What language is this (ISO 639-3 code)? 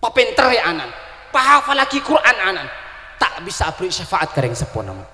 mad